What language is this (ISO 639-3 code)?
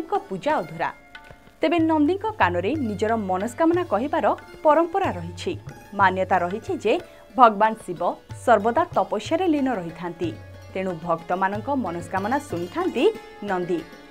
ori